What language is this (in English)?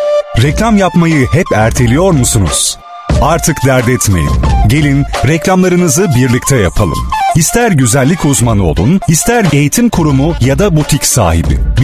Turkish